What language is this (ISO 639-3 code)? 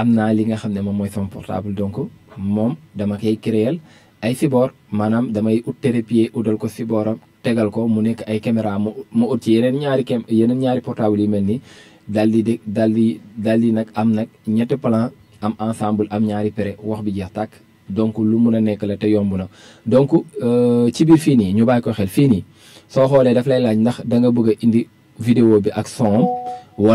wol